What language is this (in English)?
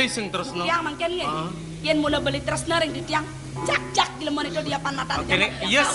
Balinese